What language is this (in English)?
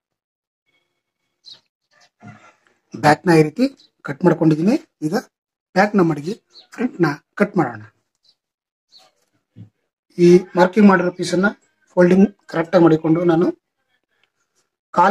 Kannada